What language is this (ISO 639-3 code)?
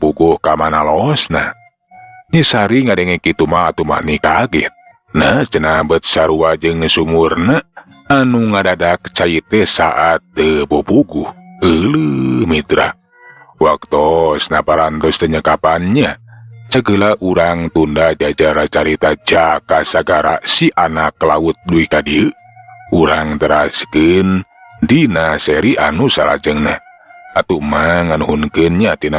sun